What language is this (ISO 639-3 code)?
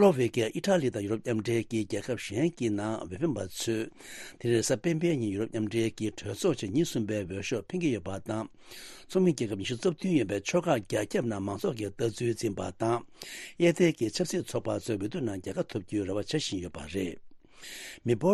bod